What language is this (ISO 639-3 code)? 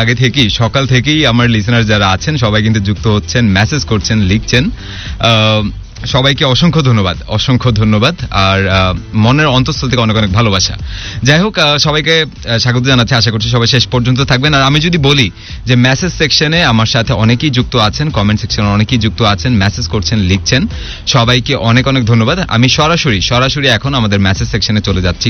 ben